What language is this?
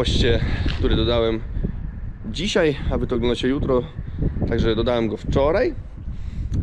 Polish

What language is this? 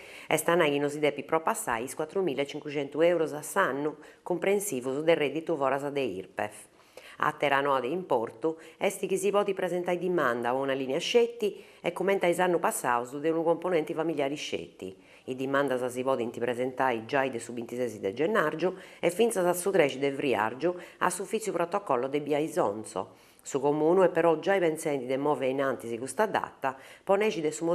Sardinian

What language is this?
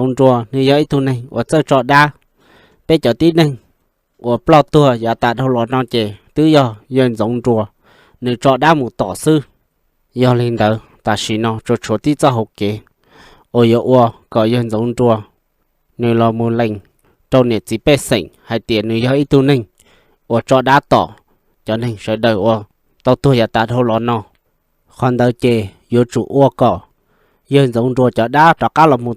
Hmong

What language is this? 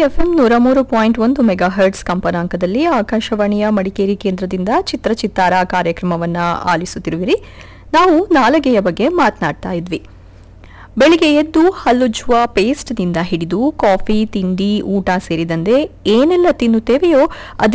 Kannada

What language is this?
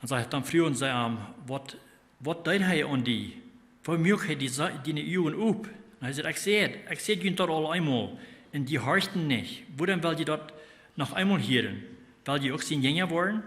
Plautdietsch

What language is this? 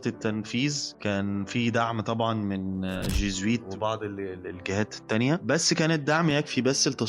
Egyptian Arabic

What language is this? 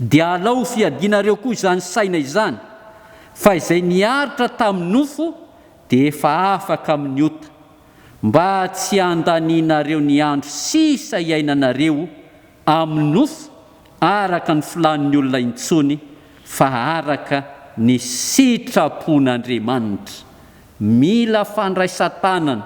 Malagasy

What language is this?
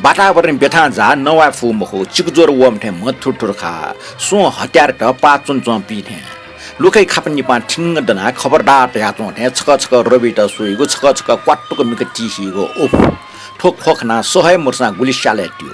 Newari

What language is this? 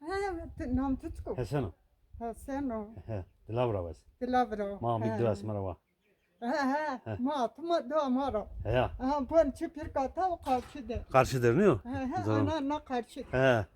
Zaza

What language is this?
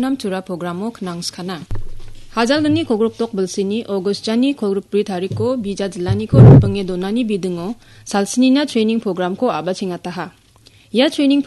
Garo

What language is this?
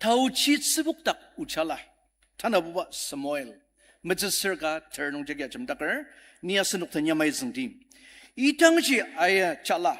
Ao Naga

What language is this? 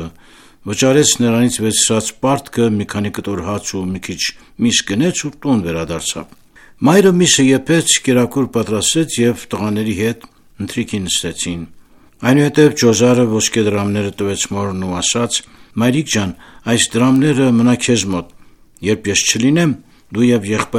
Armenian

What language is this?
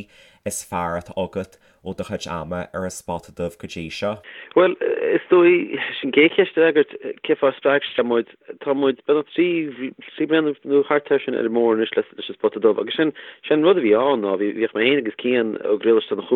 Irish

